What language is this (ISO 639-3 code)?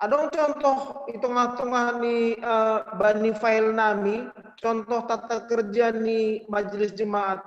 bts